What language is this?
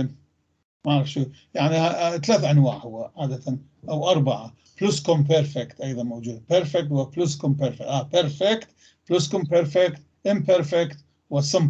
North Levantine Arabic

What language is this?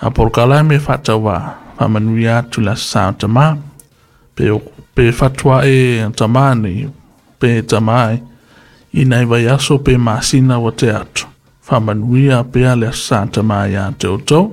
Samoan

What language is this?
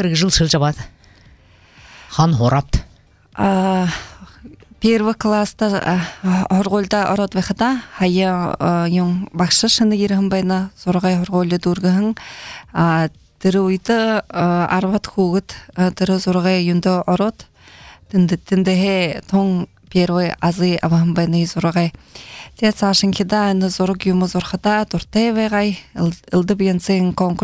Buriat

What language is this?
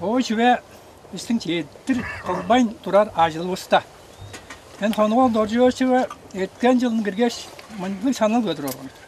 Tuvinian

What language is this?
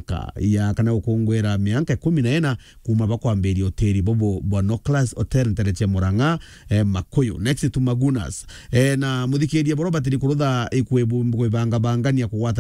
Meru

